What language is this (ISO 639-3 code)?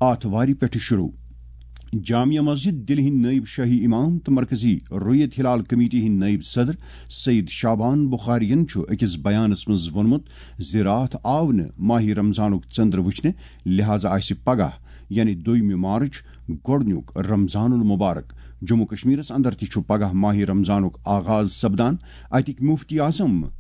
kas